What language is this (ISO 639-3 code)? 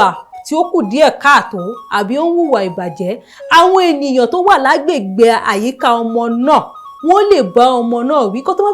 yor